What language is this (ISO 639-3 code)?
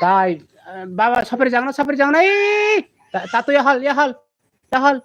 trp